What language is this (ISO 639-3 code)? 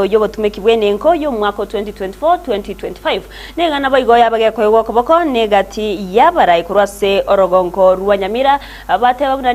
guz